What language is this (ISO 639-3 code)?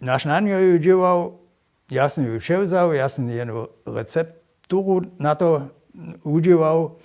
hsb